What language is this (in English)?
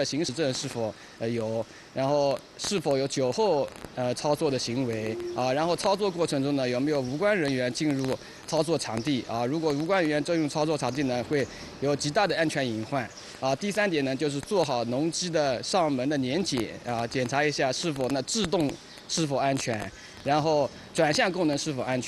Chinese